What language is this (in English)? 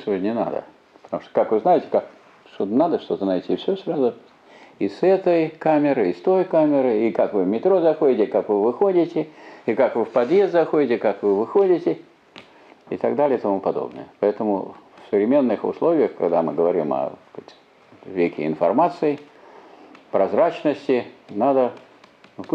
Russian